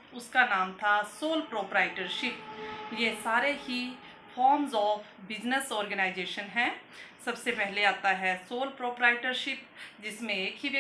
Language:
Hindi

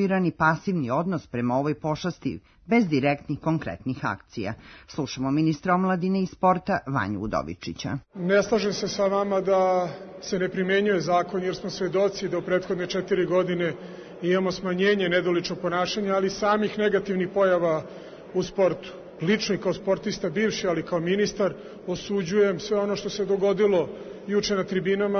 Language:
Serbian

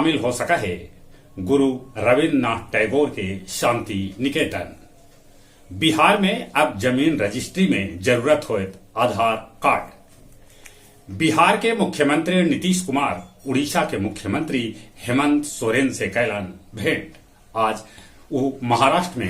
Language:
Magahi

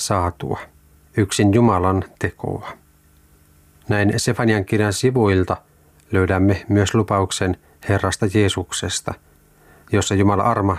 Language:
Finnish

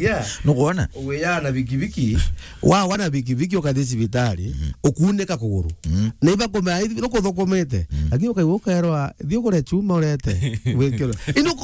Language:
Meru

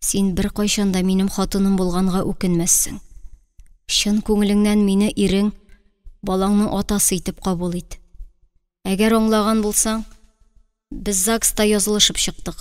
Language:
Tatar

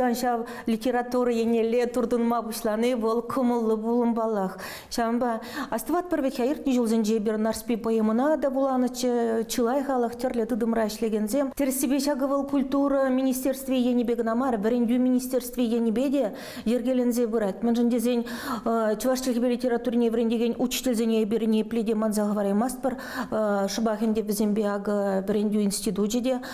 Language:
Chuvash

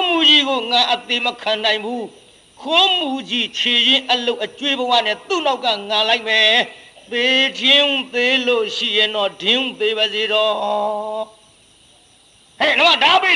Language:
Burmese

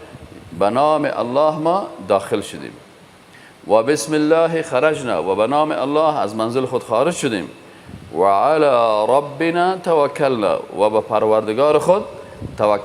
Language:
Persian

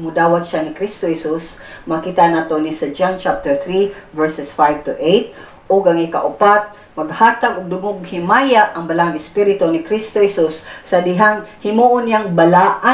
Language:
Cebuano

